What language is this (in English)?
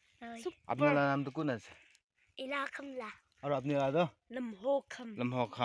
Naga Pidgin